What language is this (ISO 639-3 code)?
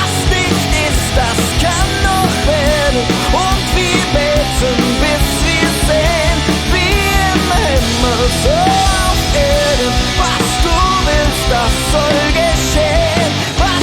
gsw